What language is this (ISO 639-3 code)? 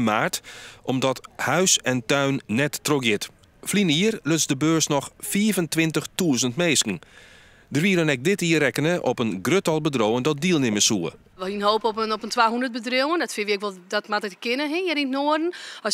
fry